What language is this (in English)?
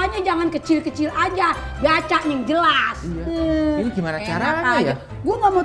Betawi